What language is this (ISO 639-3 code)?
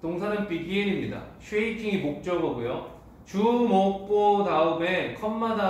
kor